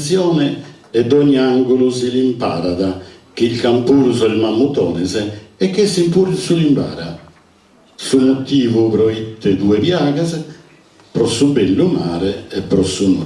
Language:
Sardinian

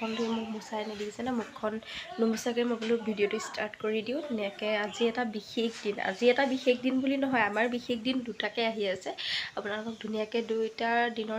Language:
Assamese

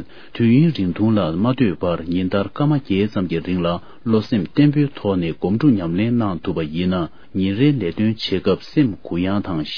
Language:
Tibetan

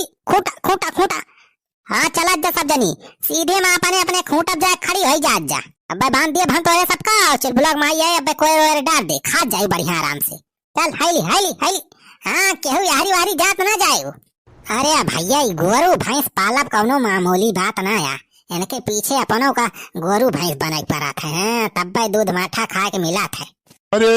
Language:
Awadhi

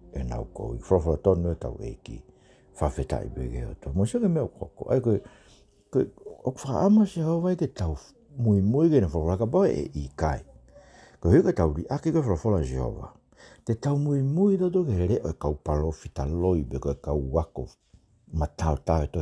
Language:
Tongan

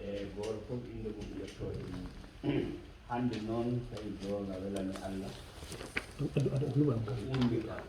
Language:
Fula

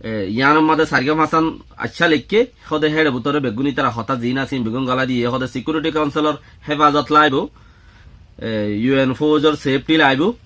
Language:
Rohingya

